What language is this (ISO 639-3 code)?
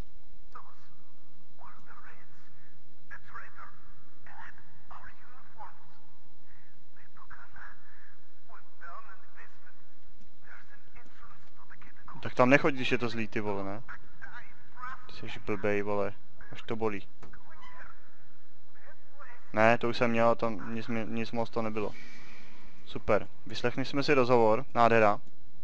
ces